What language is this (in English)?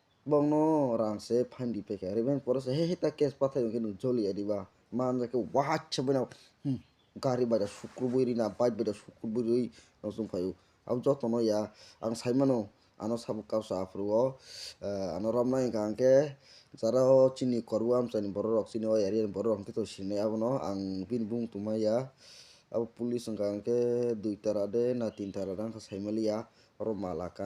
Kok Borok